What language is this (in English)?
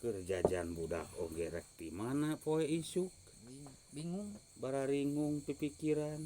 Sundanese